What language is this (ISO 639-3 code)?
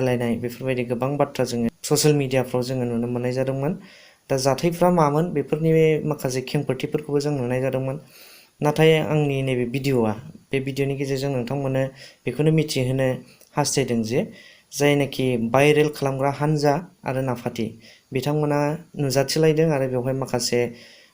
brx